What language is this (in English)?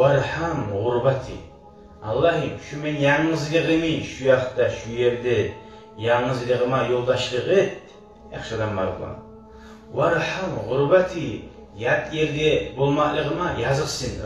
Kumyk